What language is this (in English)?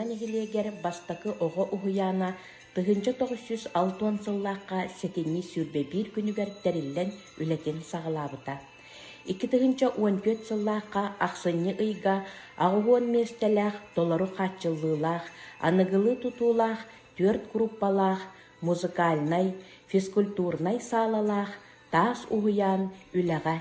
Yakut